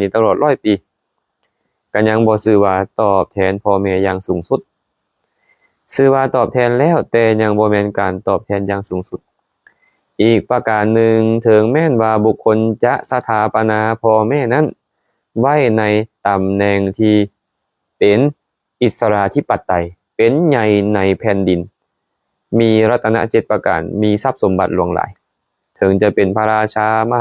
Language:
Lao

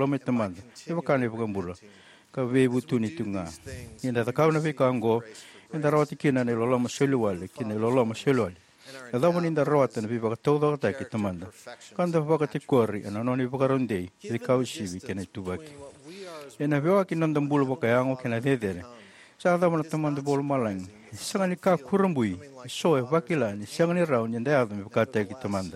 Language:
Fijian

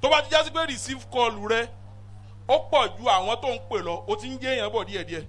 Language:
Yoruba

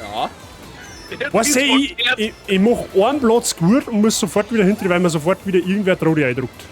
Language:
Bavarian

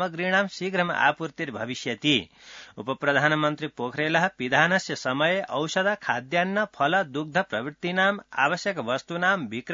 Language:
Sanskrit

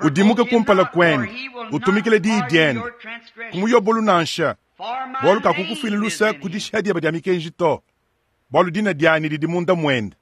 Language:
Luba-Lulua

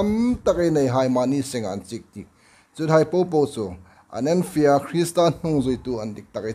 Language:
Hmar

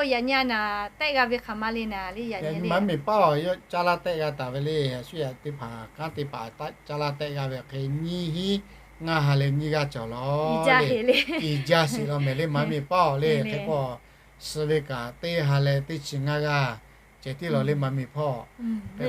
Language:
Lahu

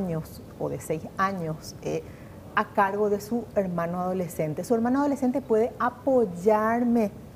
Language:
Spanish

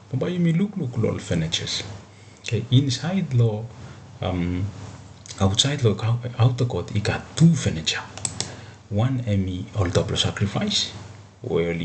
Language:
Bislama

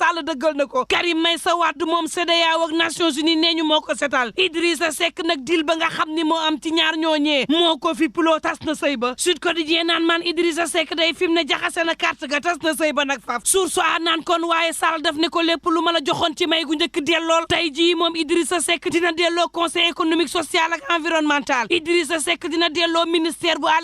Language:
Wolof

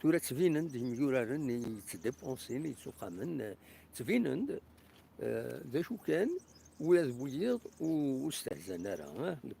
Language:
Kabyle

